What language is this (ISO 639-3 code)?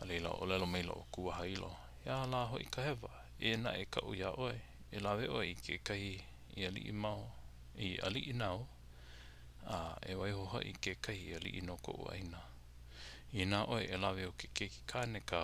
haw